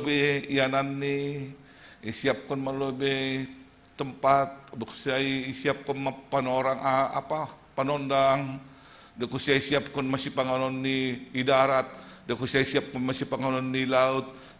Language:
Batak Simalungun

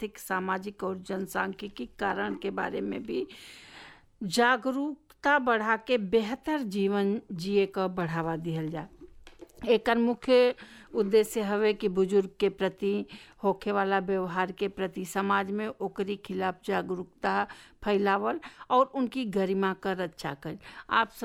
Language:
Bhojpuri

